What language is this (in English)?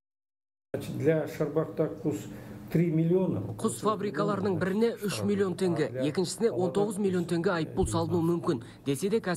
Kazakh